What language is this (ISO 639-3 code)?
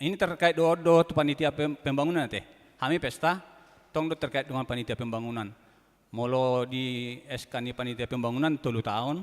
bbc